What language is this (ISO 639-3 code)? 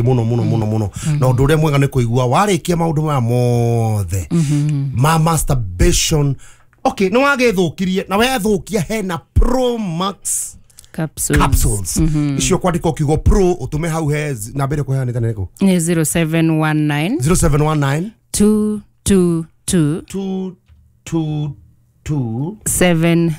kik